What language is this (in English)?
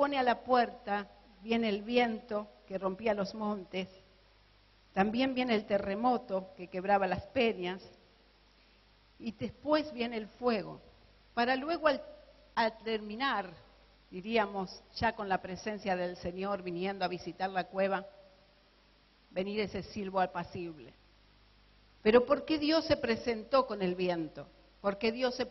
Spanish